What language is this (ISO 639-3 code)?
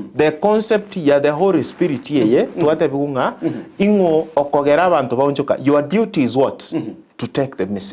guz